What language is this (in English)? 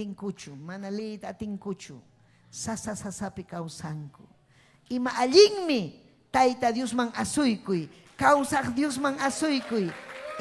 Ayacucho Quechua